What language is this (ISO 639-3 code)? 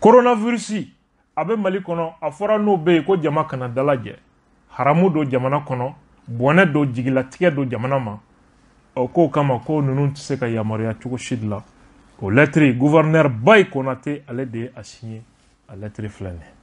bam